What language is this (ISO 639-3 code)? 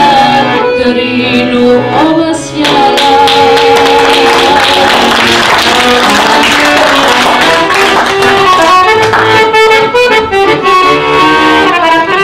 srp